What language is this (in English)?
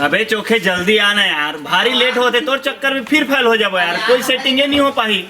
Chhattisgarhi